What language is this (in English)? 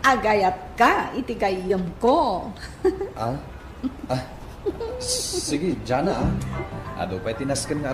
Iloko